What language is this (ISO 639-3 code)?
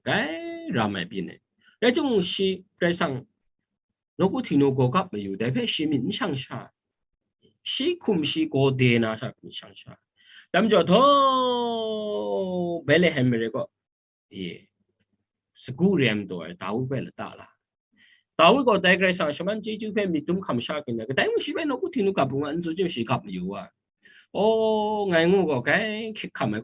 kac